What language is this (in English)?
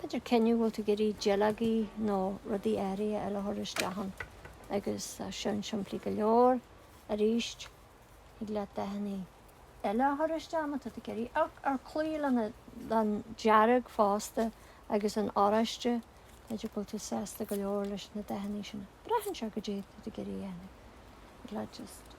Irish